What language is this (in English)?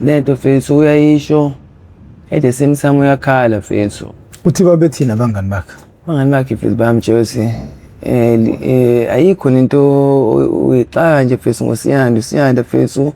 Zulu